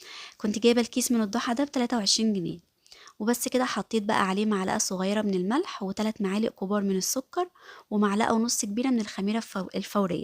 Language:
Egyptian Arabic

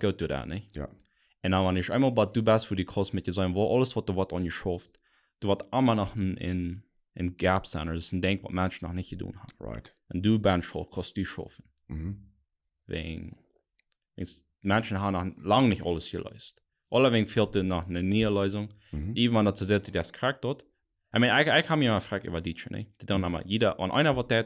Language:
Plautdietsch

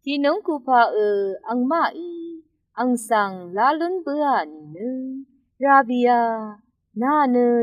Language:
Rawang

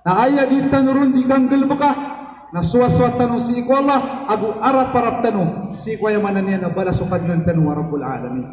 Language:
Maranao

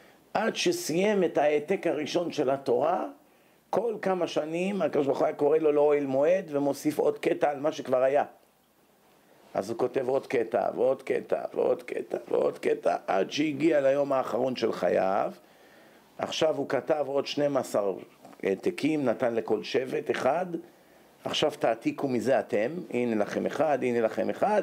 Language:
Hebrew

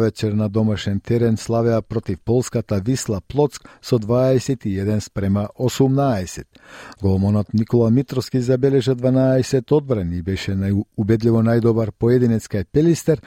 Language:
Macedonian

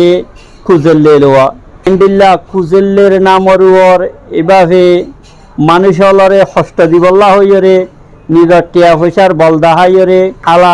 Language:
Rohingya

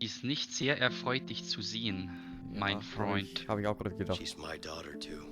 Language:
Bavarian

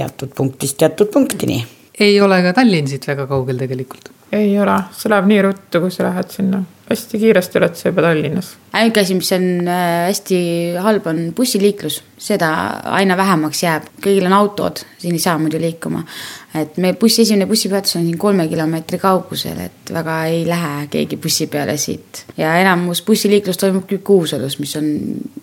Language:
Estonian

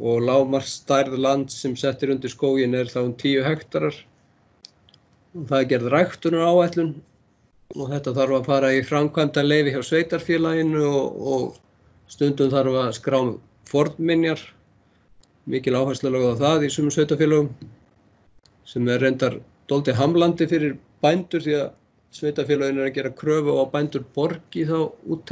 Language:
Icelandic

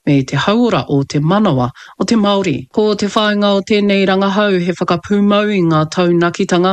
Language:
Māori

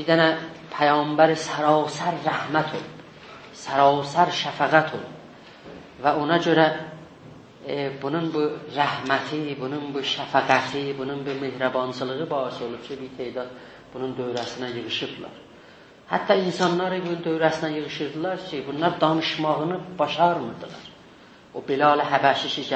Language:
South Azerbaijani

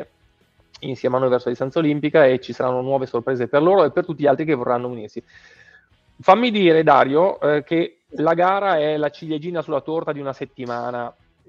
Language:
Italian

